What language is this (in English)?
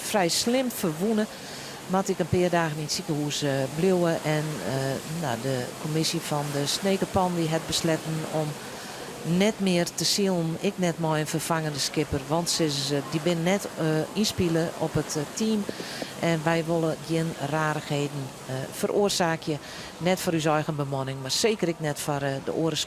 Western Frisian